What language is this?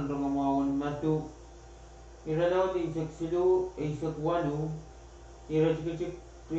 Pohnpeian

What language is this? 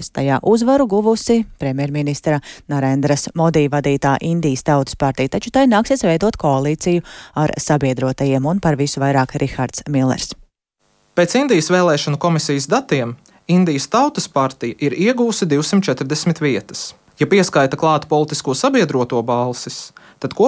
Latvian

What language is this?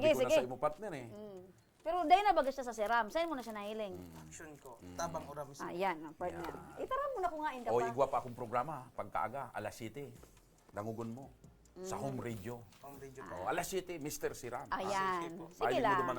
Bikol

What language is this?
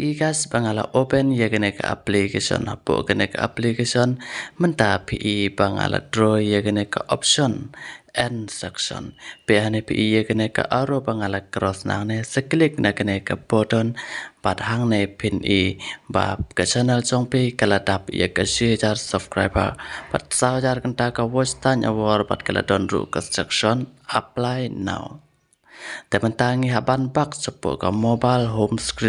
Khasi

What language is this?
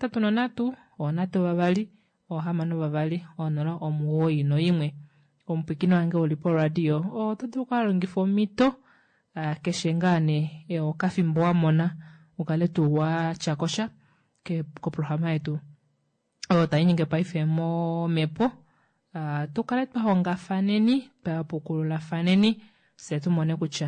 Kuanyama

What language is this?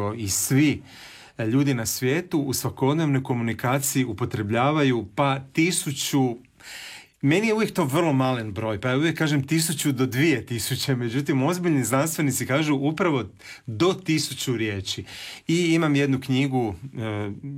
Croatian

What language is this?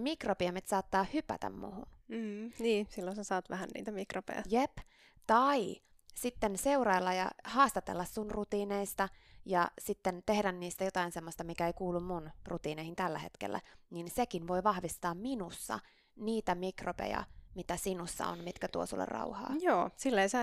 Finnish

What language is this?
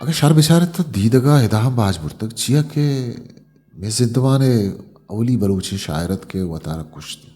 Eastern Balochi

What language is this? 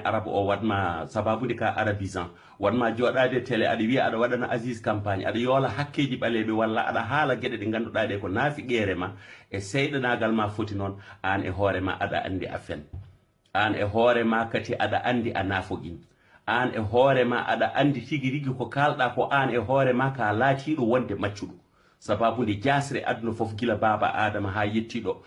Fula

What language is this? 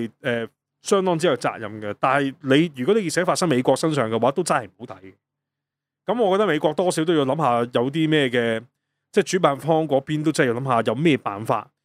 Cantonese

